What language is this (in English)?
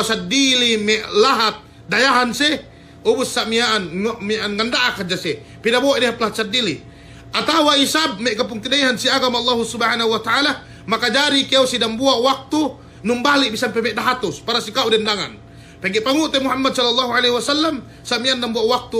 Yakan